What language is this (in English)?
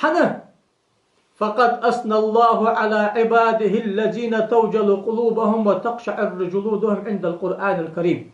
Ingush